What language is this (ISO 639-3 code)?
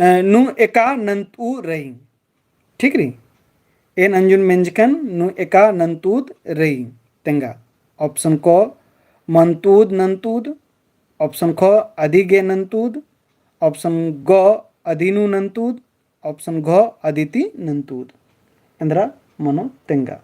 kru